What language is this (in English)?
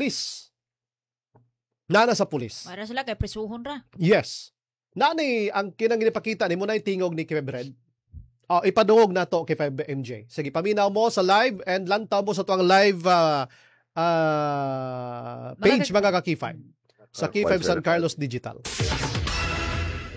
Cebuano